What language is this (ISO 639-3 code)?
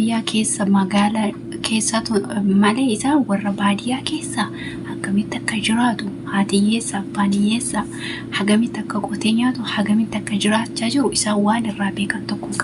orm